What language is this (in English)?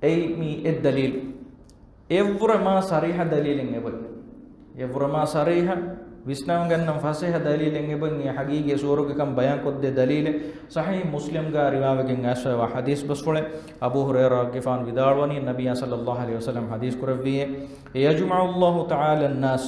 Divehi